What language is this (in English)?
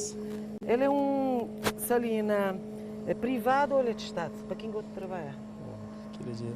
Kabuverdianu